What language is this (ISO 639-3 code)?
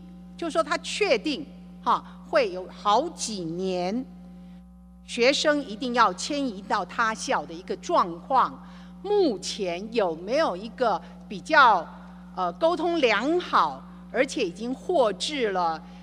zho